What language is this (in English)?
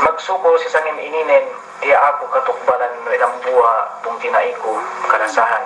Yakan